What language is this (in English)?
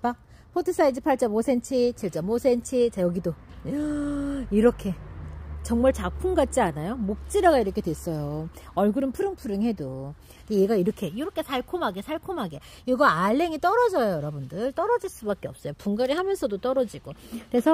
Korean